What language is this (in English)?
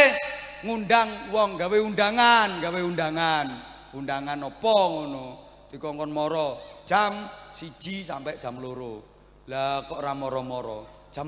Javanese